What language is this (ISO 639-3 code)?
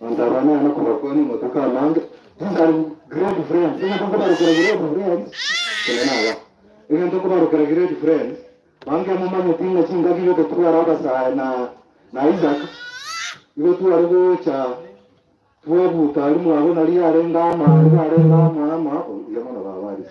guz